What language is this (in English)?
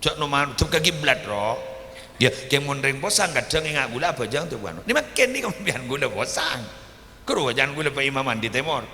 Madurese